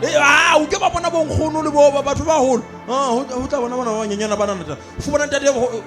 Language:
Southern Sotho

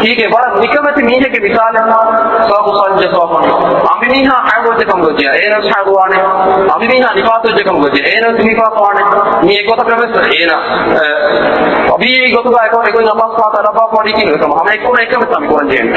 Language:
Divehi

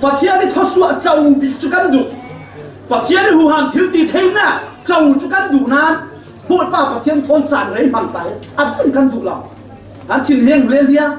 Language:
Falam Chin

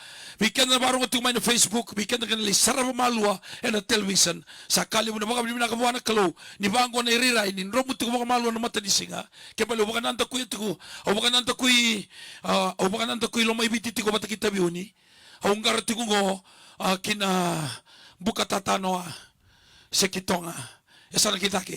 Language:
Fijian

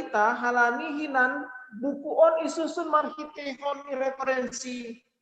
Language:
Batak Simalungun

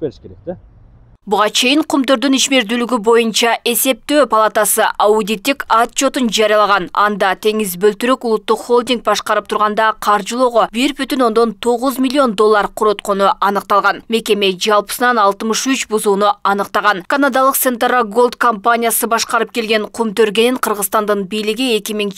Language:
Kyrgyz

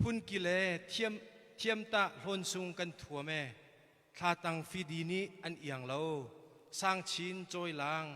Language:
Hakha Chin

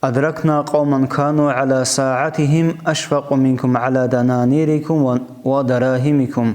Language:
Avaric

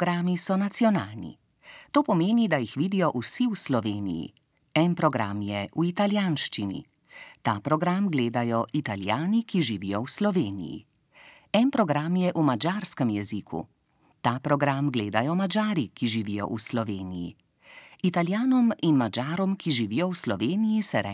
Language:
Slovenian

